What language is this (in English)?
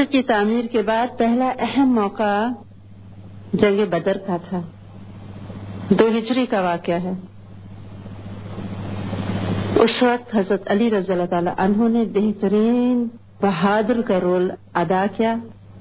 Urdu